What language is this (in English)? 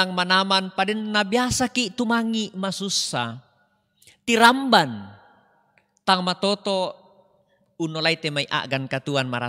Toraja-Sa'dan